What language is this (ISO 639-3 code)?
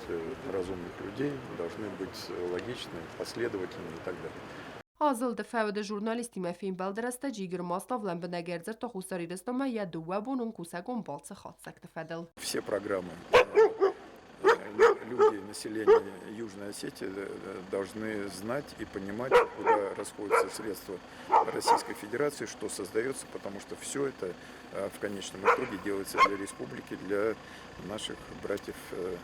oss